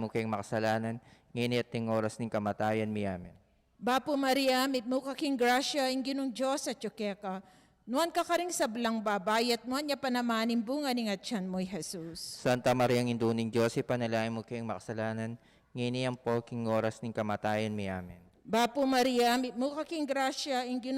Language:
Pampanga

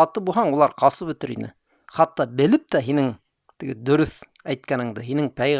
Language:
Bashkir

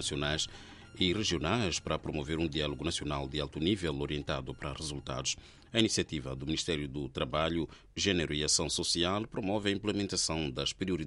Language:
Portuguese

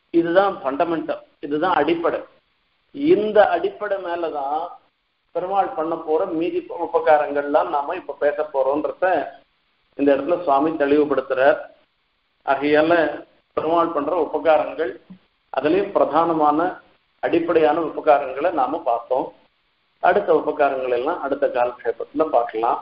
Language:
Tamil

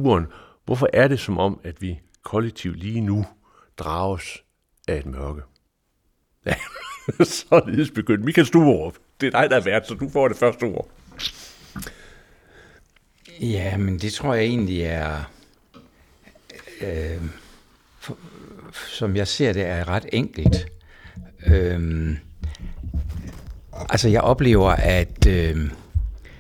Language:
Danish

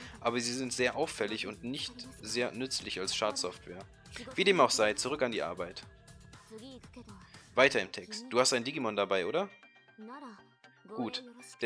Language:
German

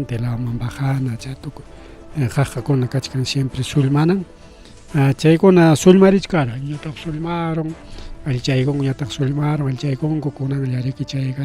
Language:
Ayacucho Quechua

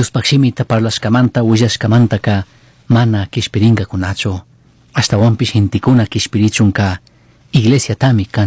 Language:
Chimborazo Highland Quichua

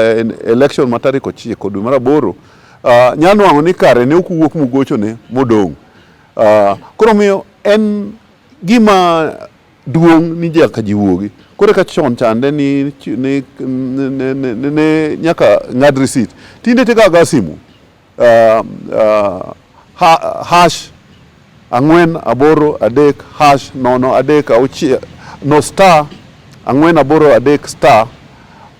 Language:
Luo (Kenya and Tanzania)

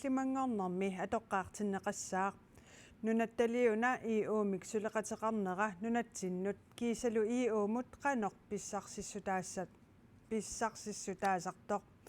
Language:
Kalaallisut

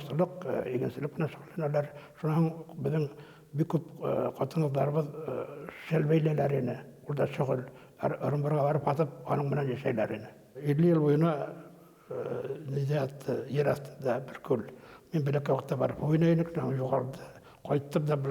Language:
Bashkir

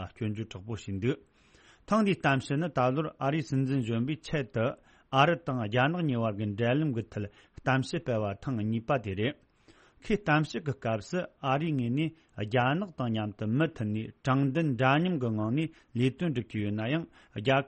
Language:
Tibetan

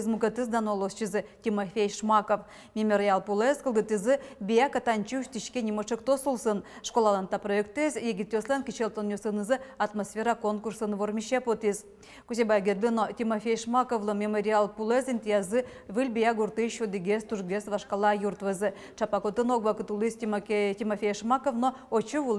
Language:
Udmurt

